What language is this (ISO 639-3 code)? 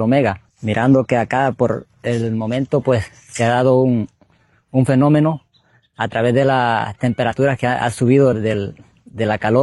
spa